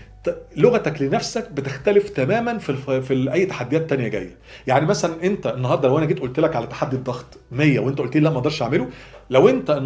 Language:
Egyptian Arabic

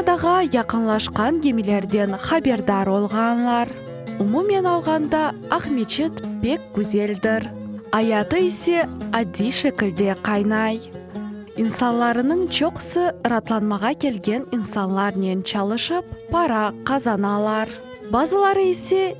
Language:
Crimean Tatar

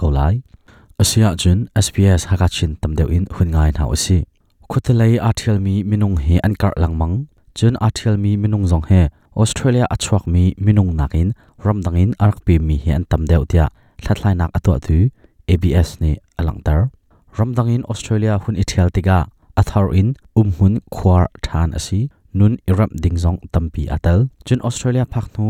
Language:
Hakha Chin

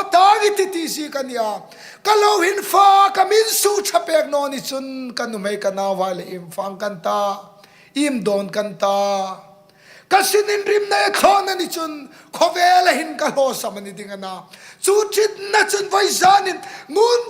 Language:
Hmar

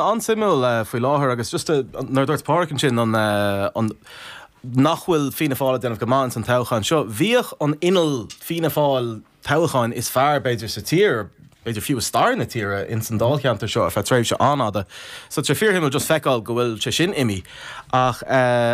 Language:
Irish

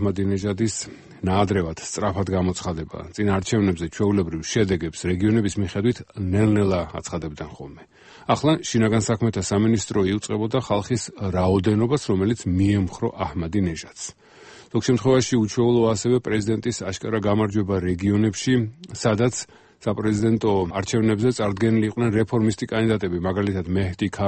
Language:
Georgian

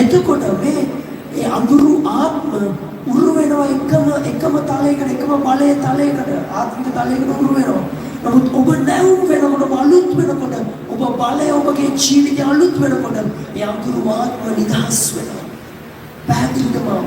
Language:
Sinhala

